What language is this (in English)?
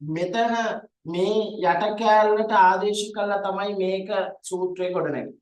Sinhala